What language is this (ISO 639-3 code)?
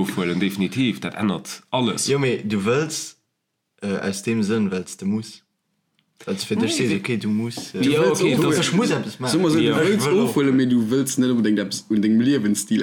ltz